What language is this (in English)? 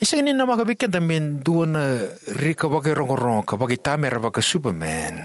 Fijian